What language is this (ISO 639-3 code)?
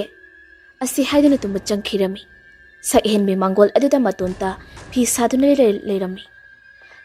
mni